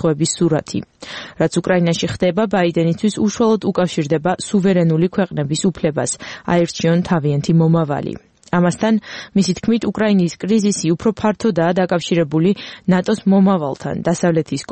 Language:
Georgian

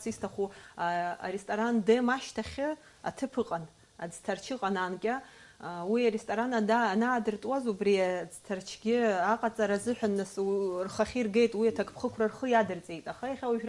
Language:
Abkhazian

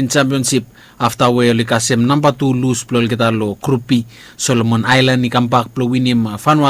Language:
Bislama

